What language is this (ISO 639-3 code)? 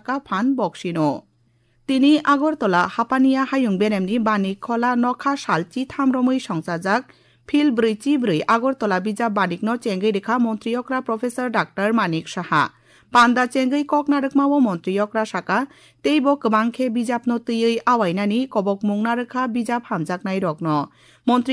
trp